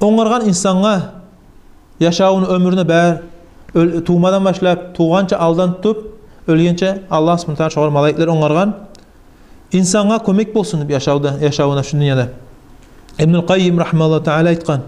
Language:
Kumyk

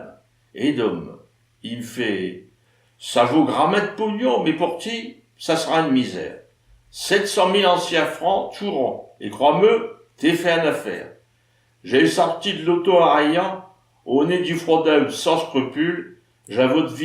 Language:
Picard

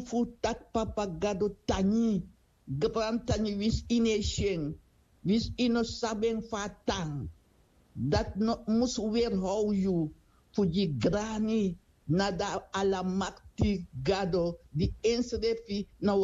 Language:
Sranan Tongo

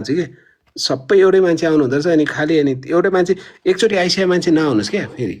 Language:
Nepali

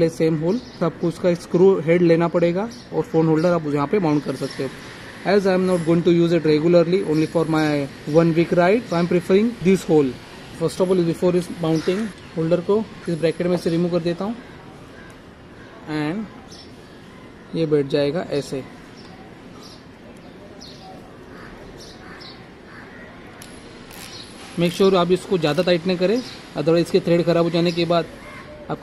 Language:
Hindi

